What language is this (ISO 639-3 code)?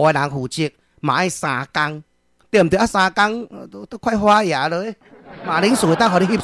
nan